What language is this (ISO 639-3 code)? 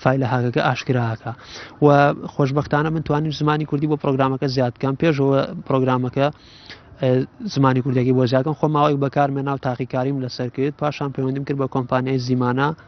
ckb